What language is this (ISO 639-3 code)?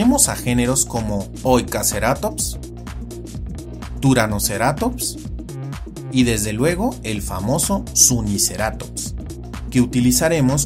spa